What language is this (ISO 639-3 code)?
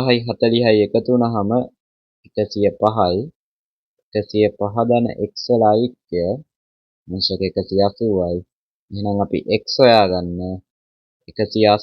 sin